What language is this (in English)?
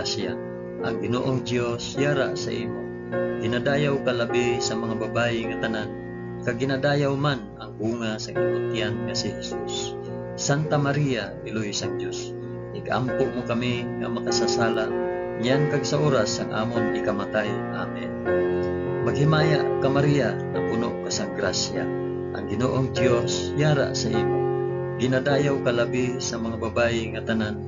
Hiligaynon